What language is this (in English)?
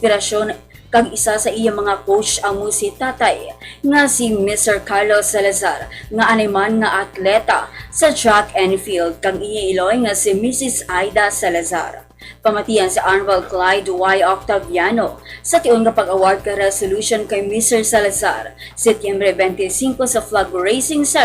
Hiligaynon